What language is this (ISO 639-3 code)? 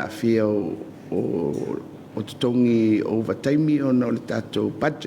smo